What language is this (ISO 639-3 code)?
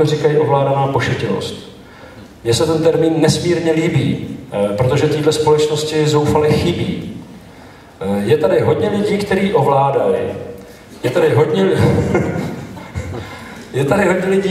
ces